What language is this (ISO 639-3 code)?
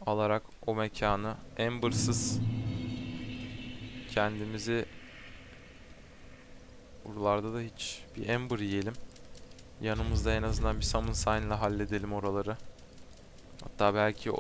tur